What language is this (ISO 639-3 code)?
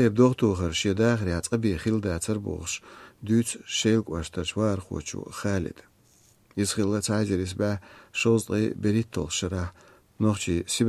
che